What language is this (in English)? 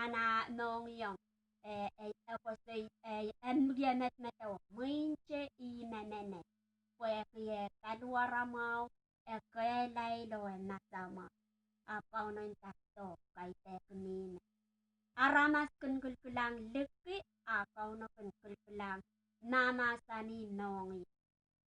Pohnpeian